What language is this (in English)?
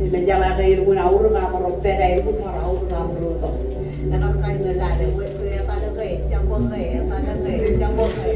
Marshallese